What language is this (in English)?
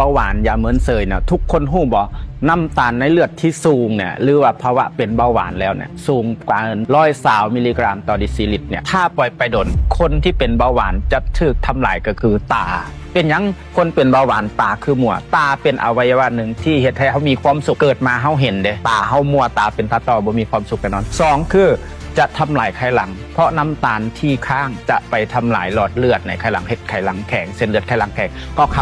Lao